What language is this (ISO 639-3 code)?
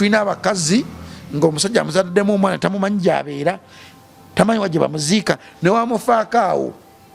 lug